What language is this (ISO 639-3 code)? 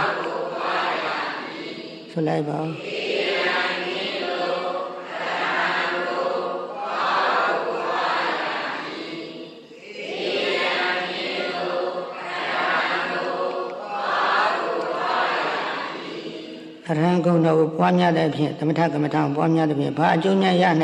mya